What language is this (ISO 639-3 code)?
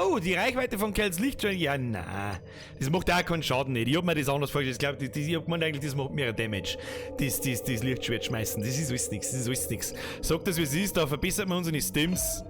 bar